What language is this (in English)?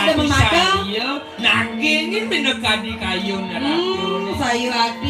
Balinese